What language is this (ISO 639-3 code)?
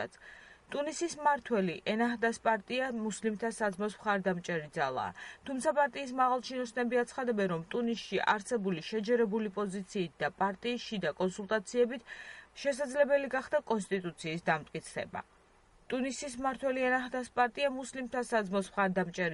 kat